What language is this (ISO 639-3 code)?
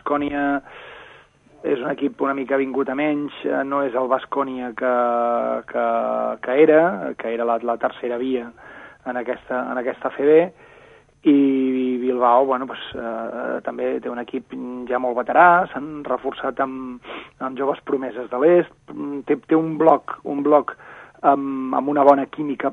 cat